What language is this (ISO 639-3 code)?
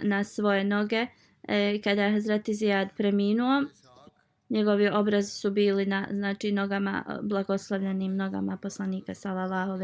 bos